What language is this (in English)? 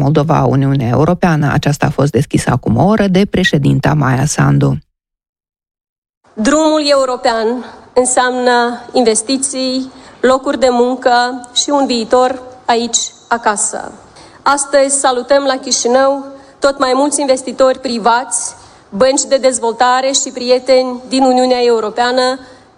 Romanian